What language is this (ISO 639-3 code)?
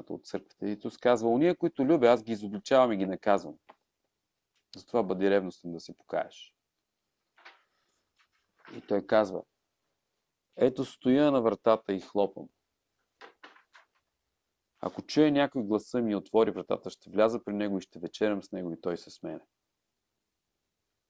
bul